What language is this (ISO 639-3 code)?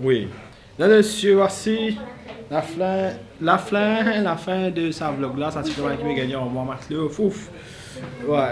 mfe